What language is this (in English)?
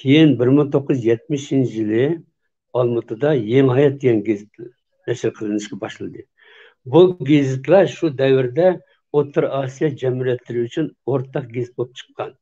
Uyghur